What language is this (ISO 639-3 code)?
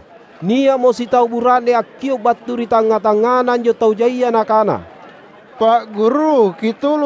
mak